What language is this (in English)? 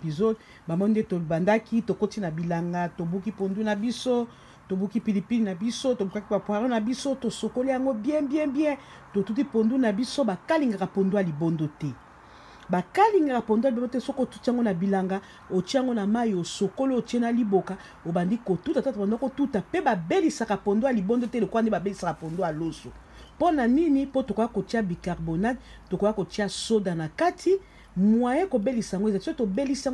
Lingala